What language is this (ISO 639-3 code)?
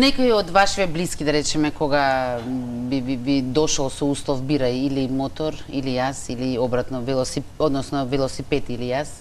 mkd